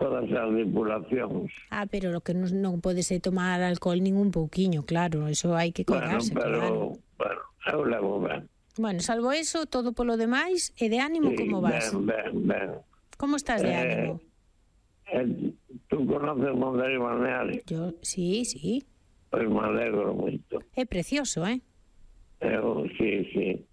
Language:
Galician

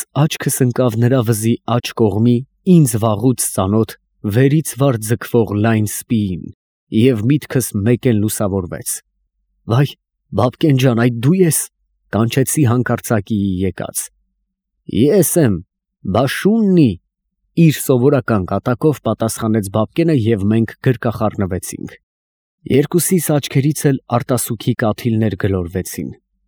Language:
Armenian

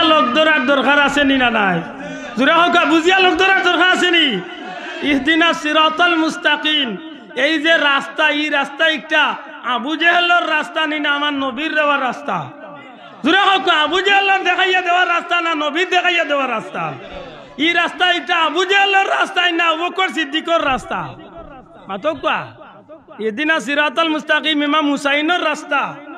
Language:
Sylheti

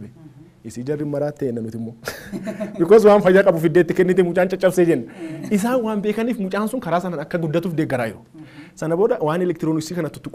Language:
Oromo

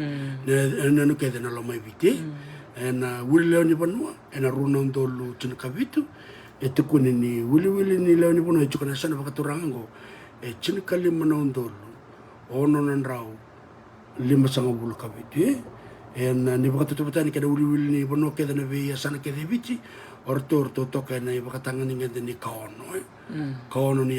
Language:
Fijian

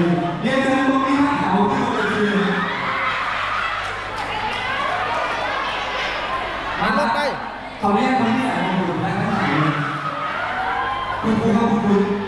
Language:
Thai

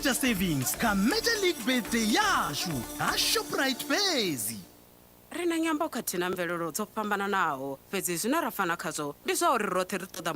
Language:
Venda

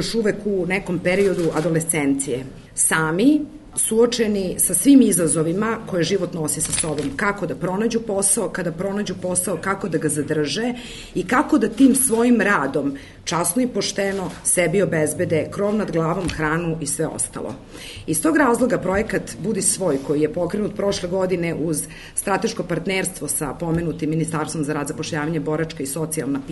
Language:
Serbian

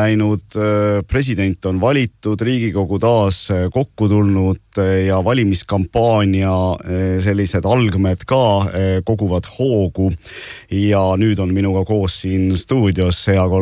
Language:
Estonian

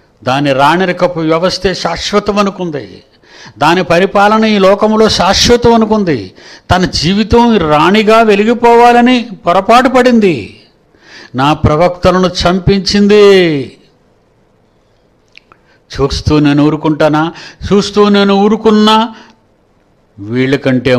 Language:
Telugu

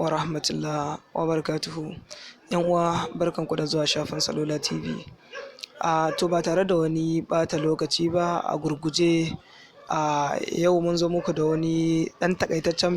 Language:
Hausa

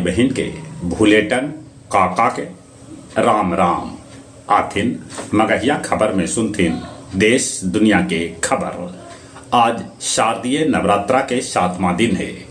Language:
Magahi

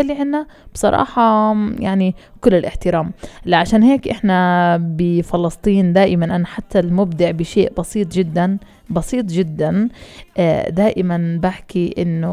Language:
North Levantine Arabic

